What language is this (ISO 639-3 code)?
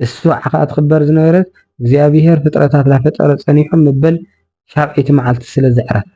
tir